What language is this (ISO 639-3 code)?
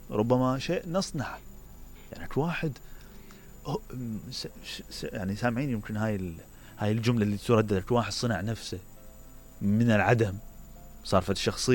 acm